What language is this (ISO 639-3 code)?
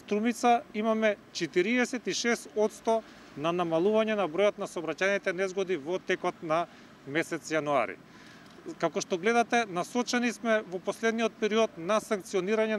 mkd